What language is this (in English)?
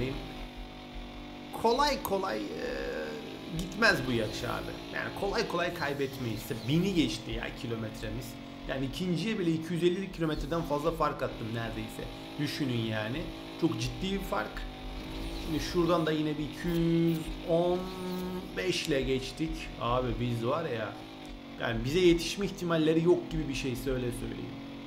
Turkish